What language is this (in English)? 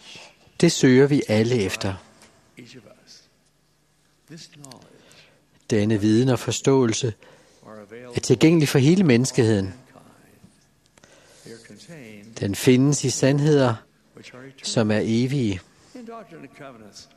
Danish